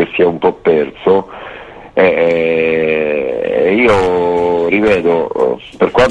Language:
Italian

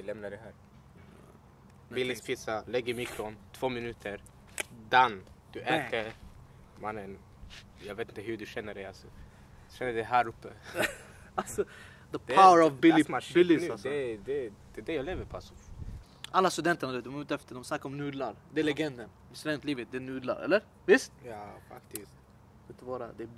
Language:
Swedish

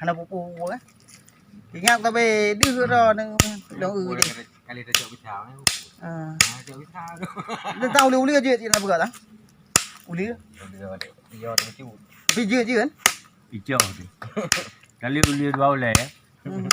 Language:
Achinese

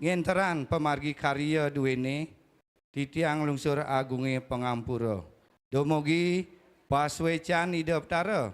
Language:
Balinese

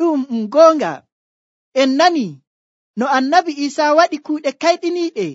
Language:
Nigerian Fulfulde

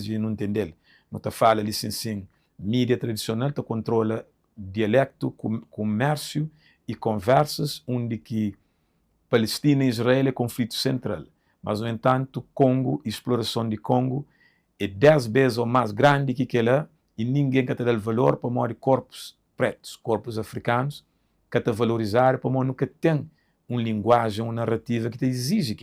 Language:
Kabuverdianu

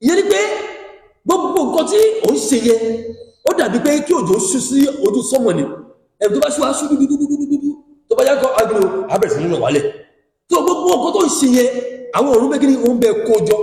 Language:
Yoruba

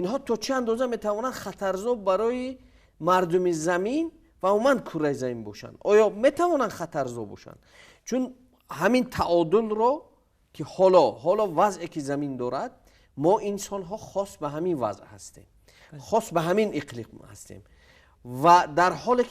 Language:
Tajik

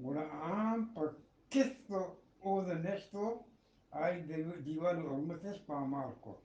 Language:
Eastern Balochi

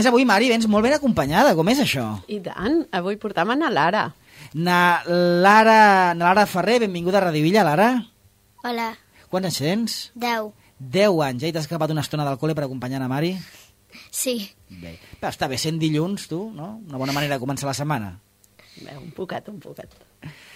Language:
Catalan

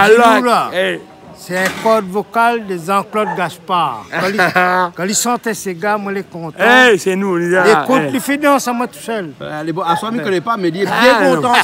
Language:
Réunion Creole French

